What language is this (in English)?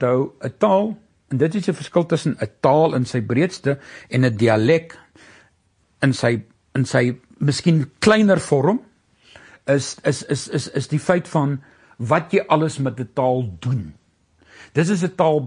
Afrikaans